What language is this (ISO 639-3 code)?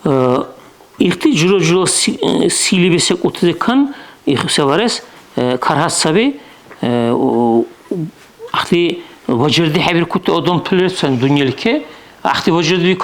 dar